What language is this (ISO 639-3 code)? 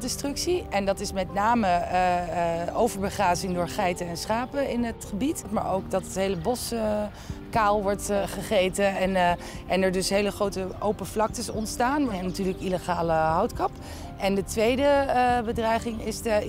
nld